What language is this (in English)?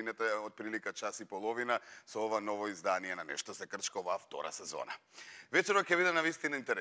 Macedonian